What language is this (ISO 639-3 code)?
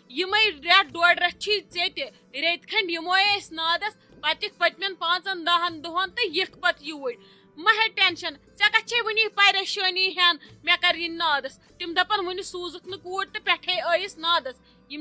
kas